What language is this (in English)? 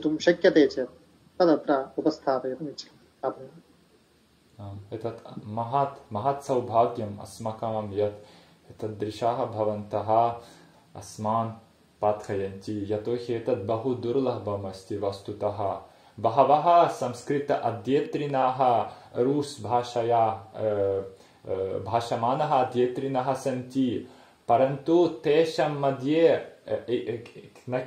Sanskrit